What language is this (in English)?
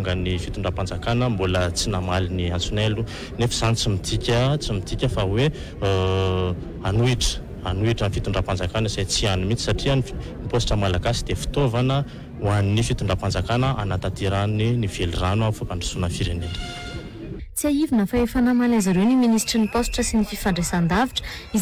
Malagasy